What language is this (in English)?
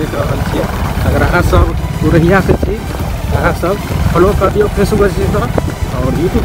Maithili